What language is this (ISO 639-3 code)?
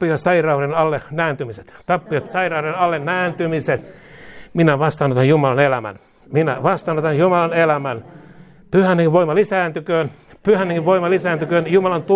fin